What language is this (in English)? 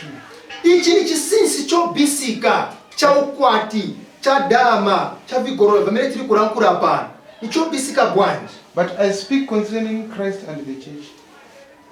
Nyanja